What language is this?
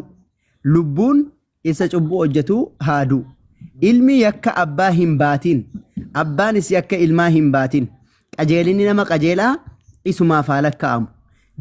Oromo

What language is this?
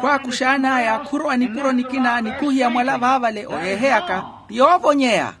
Makhuwa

